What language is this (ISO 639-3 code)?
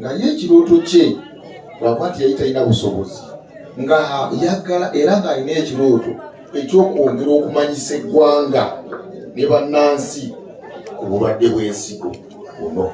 lug